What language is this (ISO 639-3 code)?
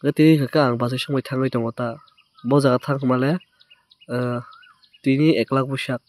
trp